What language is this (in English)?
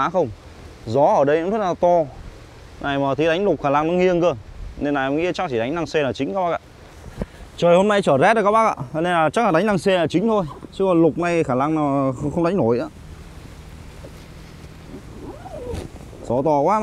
Vietnamese